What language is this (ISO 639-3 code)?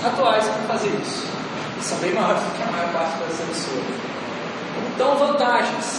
por